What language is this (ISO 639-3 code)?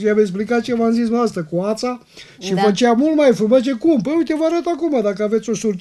ron